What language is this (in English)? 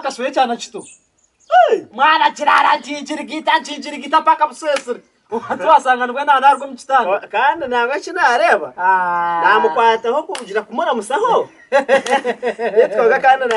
Nyankole